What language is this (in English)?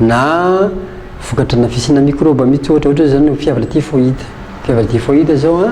Malagasy